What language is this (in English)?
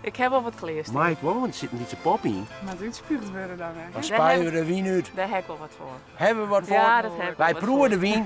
Western Frisian